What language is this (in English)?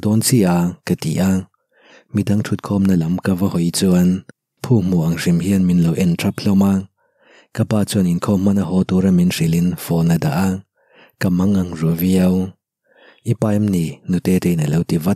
Mizo